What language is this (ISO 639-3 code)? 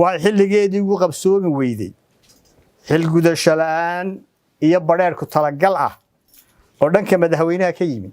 som